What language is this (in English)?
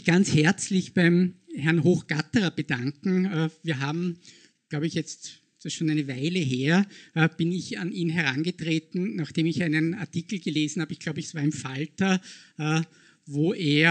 German